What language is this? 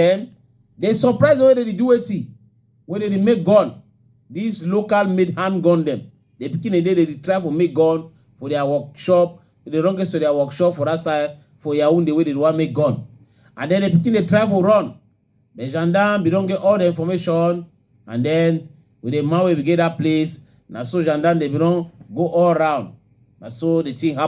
Cameroon Pidgin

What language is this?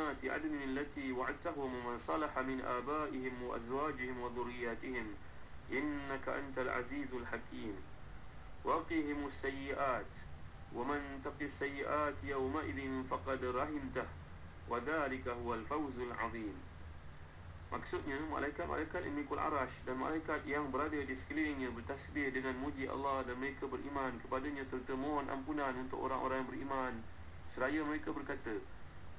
Malay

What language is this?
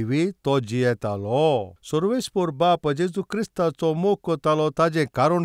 Konkani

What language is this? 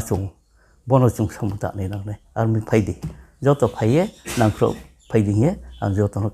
Riang (India)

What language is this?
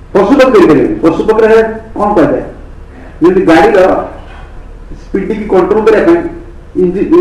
Odia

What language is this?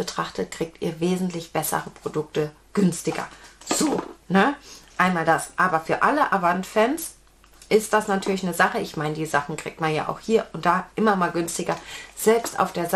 German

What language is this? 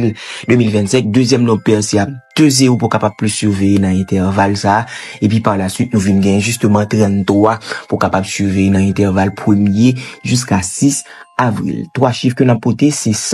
Haitian Creole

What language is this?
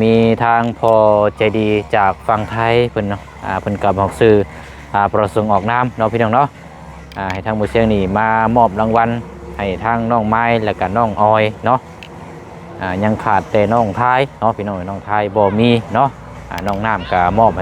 Lao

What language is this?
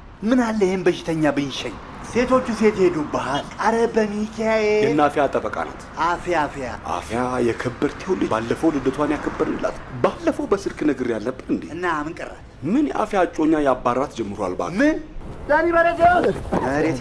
Amharic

